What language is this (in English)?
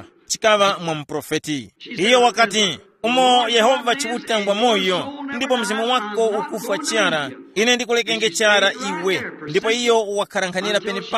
Tumbuka